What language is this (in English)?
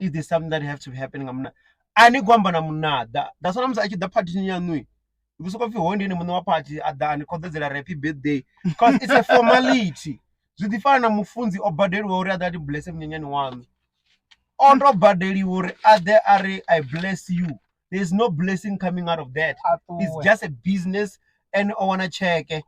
Venda